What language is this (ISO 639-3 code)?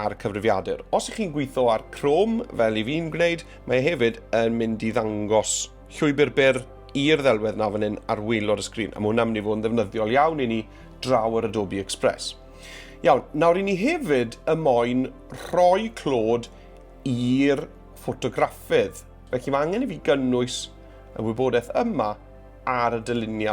cym